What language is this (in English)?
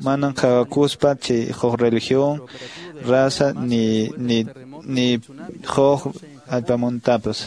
Quechua